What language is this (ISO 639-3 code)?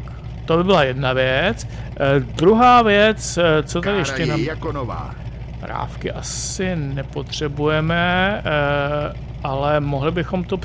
ces